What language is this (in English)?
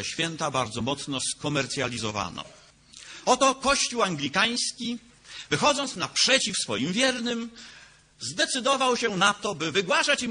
Polish